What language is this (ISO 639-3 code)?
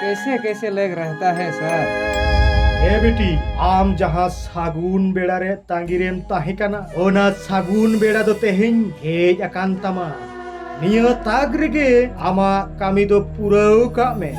sat